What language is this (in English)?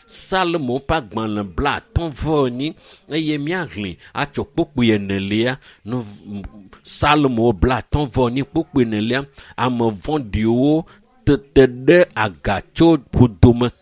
Ewe